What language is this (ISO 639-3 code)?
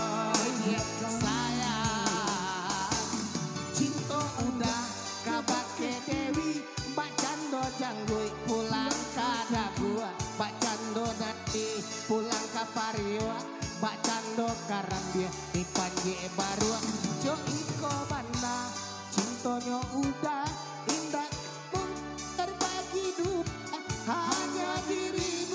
min